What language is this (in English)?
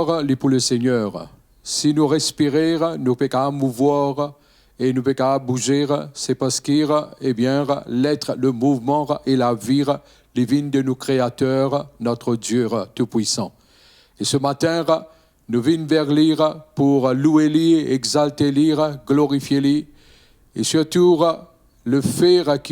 Morisyen